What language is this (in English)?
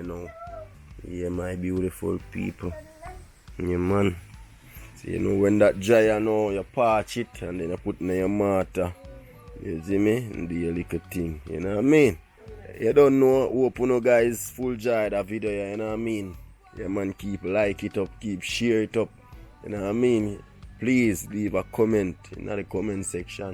Jamaican Creole English